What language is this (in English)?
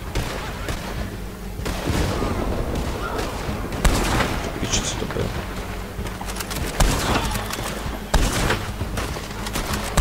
Czech